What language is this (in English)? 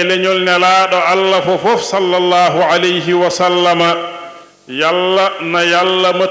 Fula